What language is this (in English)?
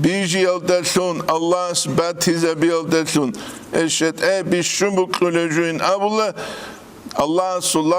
Avaric